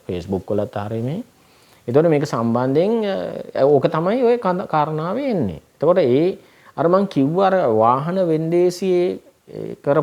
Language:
Sinhala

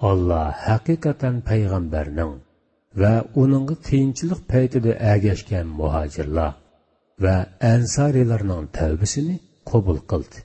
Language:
Uyghur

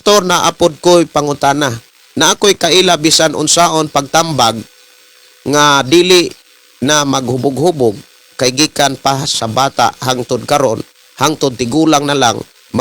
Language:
Cebuano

